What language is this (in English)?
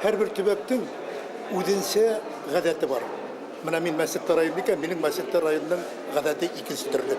Bashkir